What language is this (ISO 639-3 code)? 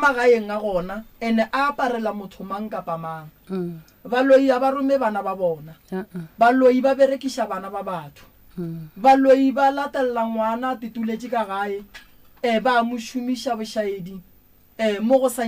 nso